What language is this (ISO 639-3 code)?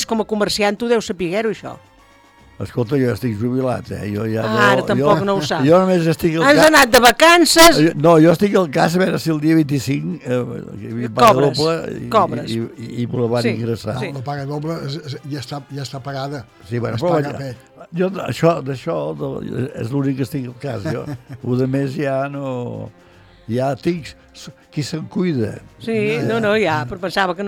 cat